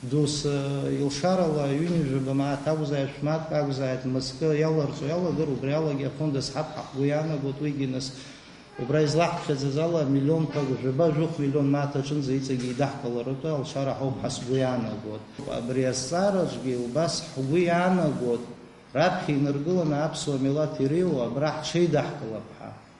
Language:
Abkhazian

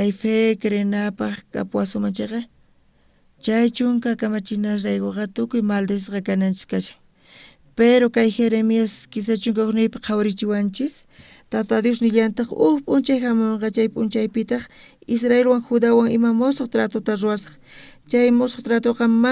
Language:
South Bolivian Quechua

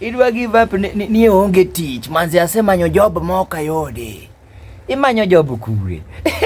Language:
Luo (Kenya and Tanzania)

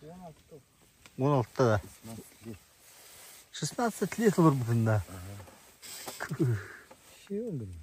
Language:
Yakut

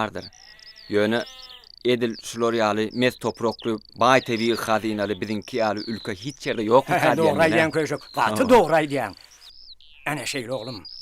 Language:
Turkmen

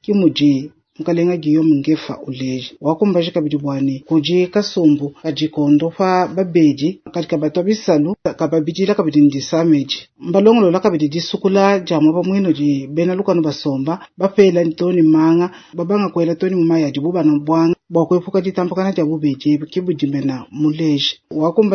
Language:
Luba-Lulua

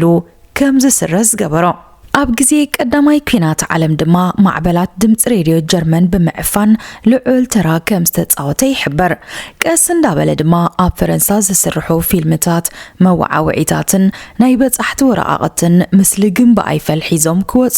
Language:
Tigrinya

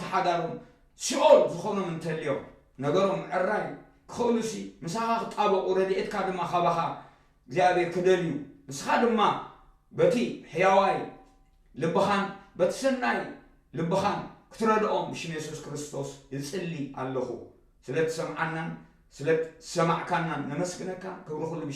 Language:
Tigrinya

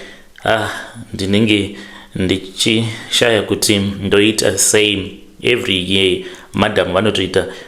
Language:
Shona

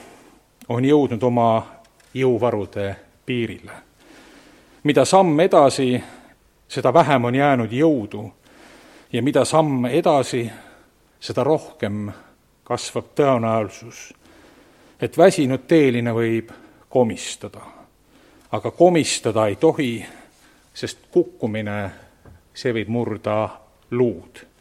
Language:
Estonian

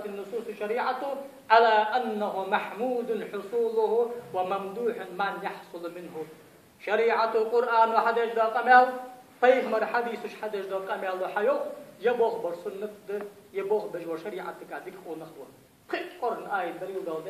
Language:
Ingush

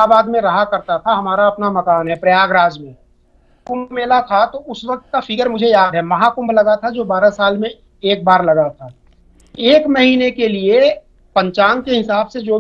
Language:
Hindi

